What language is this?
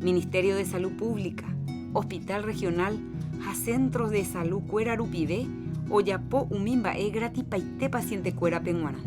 Guarani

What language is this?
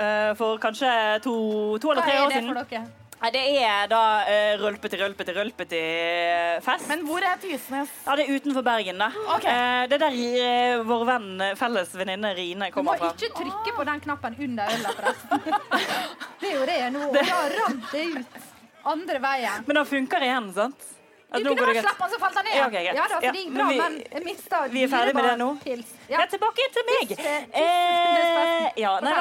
Norwegian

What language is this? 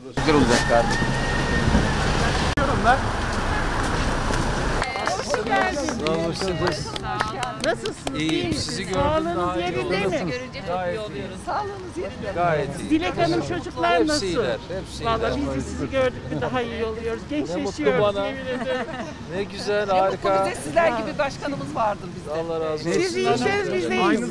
Turkish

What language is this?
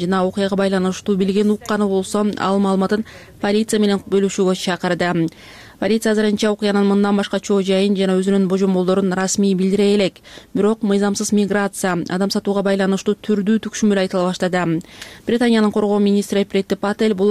Kyrgyz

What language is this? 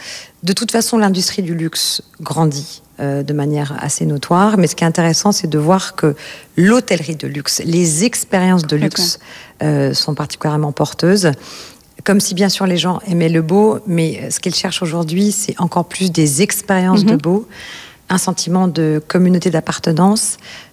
French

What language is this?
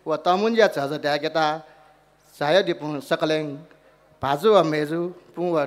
Newari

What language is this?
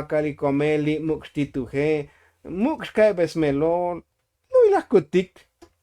Tzotzil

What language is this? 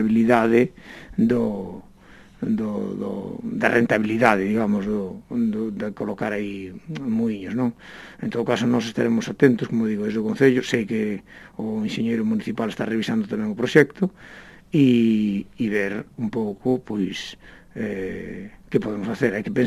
Galician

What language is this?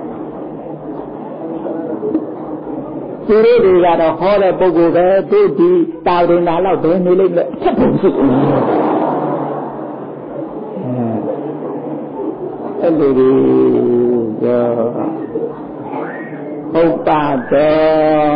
Burmese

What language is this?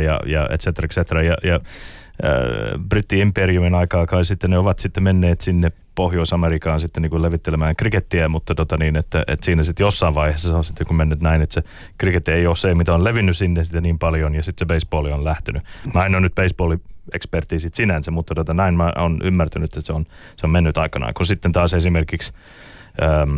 Finnish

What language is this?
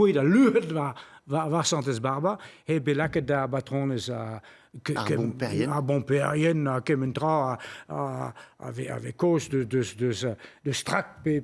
Breton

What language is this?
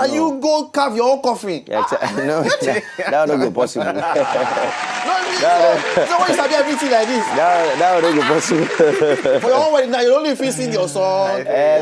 Nigerian Pidgin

